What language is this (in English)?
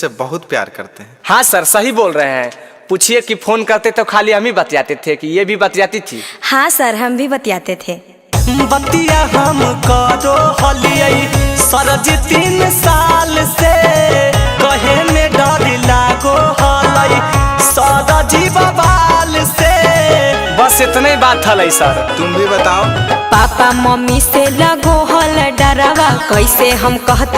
Magahi